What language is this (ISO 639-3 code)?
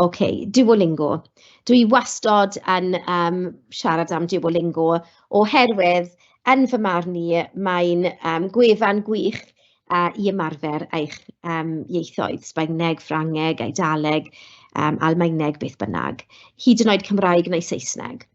cym